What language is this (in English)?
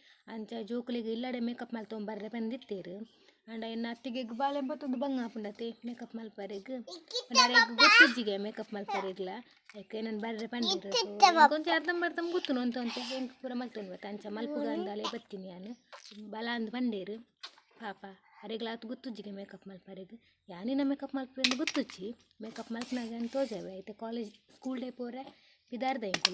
Tulu